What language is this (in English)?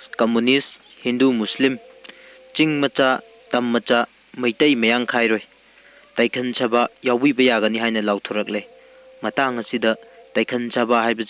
Manipuri